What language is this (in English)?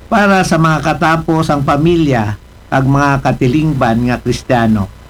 Aklanon